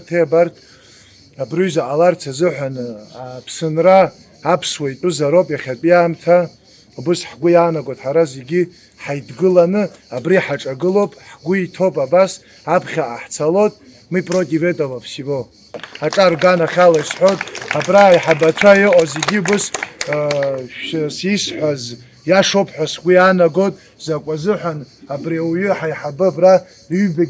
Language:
Abkhazian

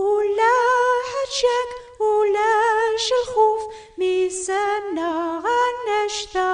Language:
Kabyle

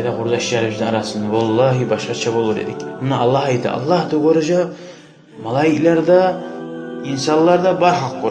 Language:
Kumyk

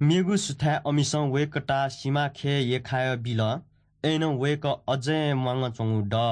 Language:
Newari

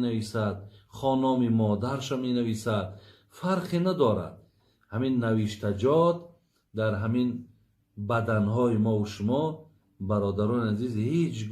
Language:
Tajik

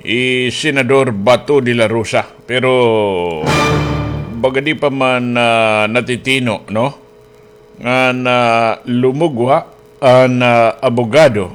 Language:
Waray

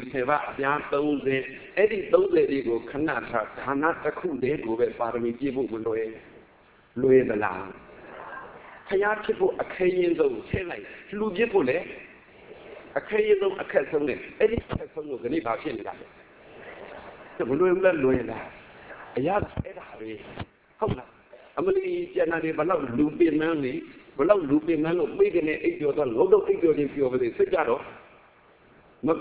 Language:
Burmese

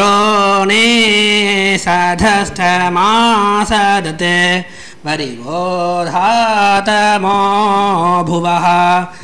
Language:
Sanskrit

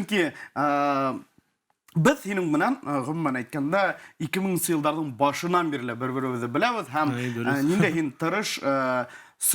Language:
Bashkir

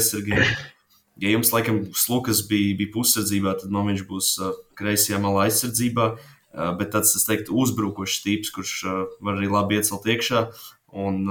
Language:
Latvian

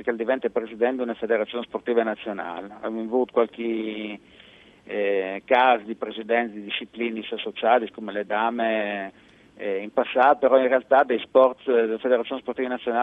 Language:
Friulian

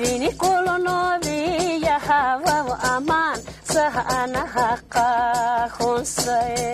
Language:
Lak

